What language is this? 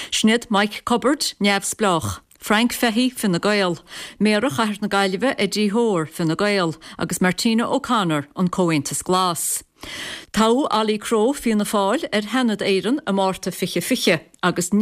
Irish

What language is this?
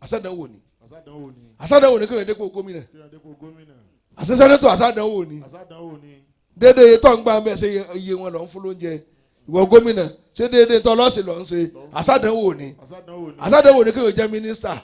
Yoruba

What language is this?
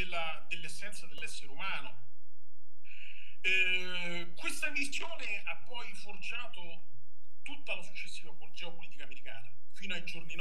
Italian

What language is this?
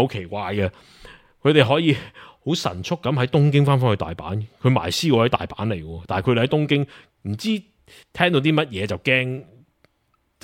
Cantonese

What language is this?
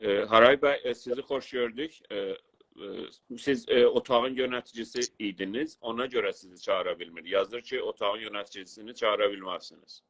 South Azerbaijani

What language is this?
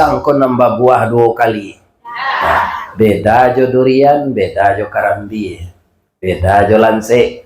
Minangkabau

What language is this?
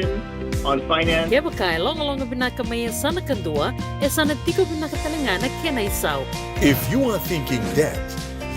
Fijian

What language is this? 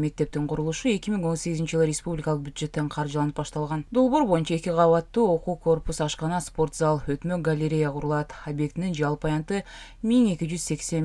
Kyrgyz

